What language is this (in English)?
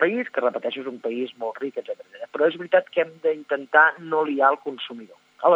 Catalan